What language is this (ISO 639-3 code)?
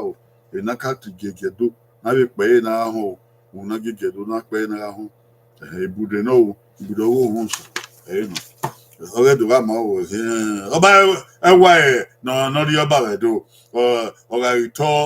bin